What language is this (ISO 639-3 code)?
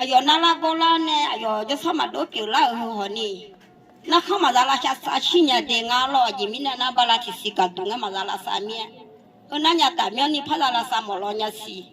ahk